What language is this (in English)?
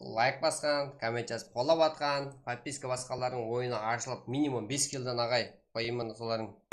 Kara-Kalpak